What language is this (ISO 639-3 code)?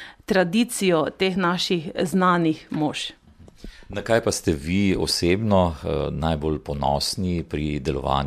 slv